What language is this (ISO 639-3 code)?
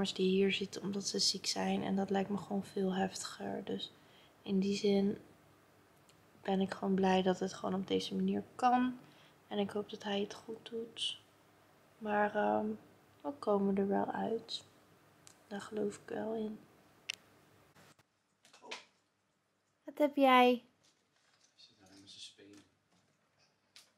nld